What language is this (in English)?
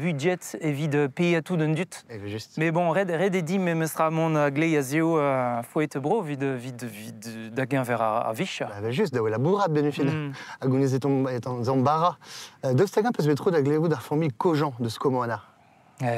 Breton